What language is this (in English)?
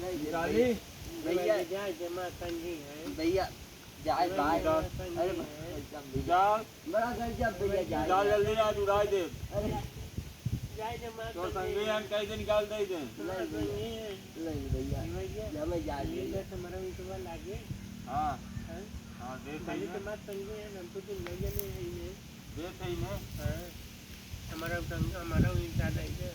Awadhi